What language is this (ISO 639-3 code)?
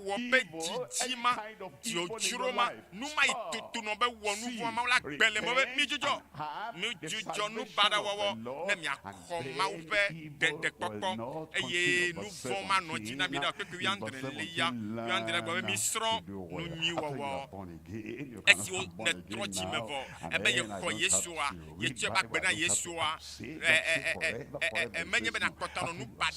ewe